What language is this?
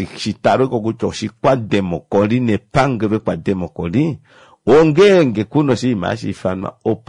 Kuanyama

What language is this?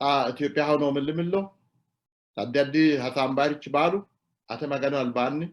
Sidamo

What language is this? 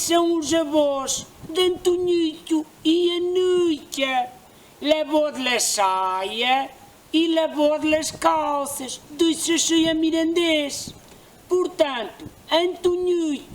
Mirandese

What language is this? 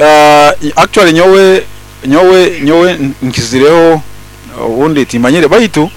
Nyoro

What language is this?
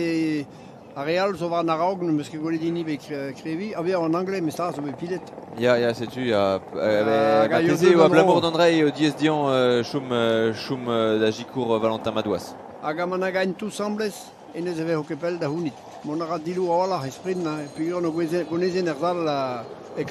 Breton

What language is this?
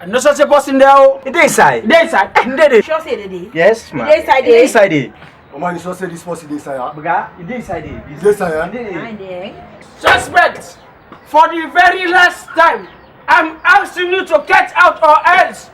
Krio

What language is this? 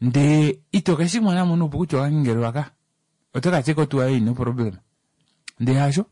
Kuanyama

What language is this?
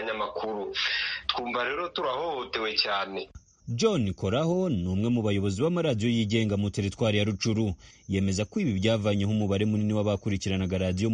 Kinyarwanda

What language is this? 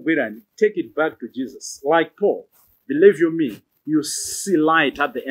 Nyanja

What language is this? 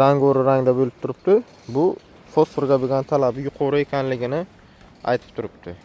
Uzbek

